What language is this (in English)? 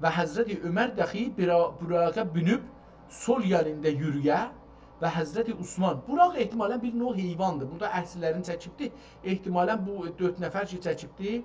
South Azerbaijani